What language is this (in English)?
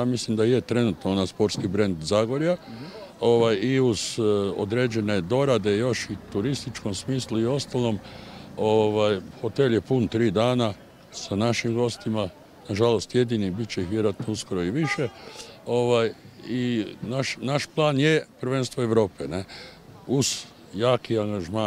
Croatian